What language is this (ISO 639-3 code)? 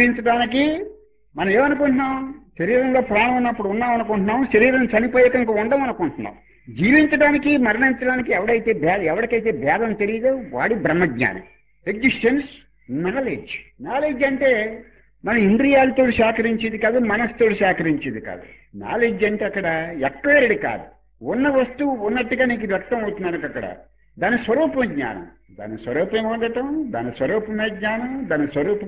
tel